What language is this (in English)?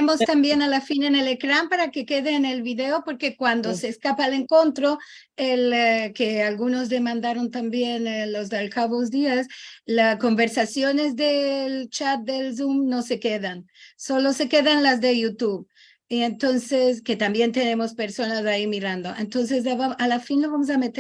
Ladino